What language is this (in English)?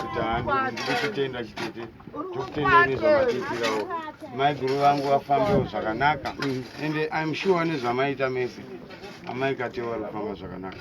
Shona